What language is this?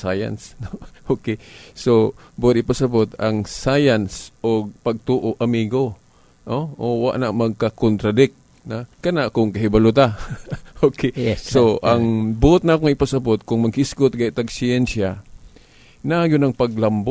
Cebuano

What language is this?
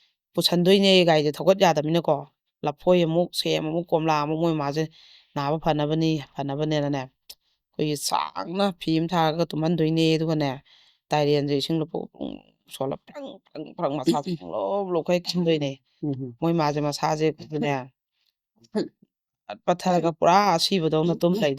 Manipuri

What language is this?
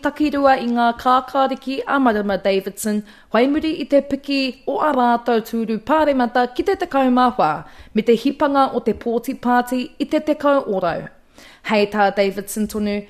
Māori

